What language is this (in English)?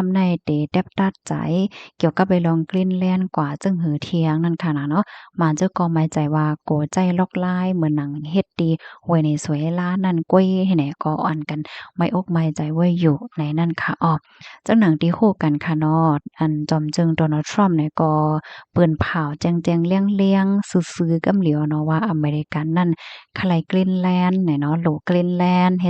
Shan